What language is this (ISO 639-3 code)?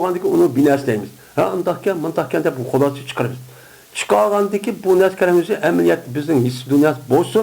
uig